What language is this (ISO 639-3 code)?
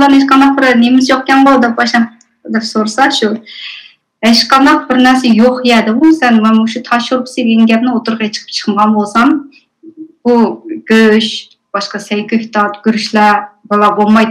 uig